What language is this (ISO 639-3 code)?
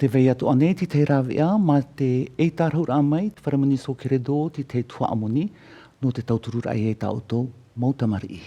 tah